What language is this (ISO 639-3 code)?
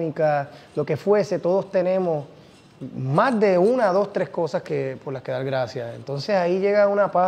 spa